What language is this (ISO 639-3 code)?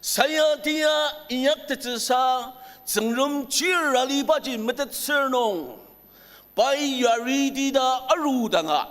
njo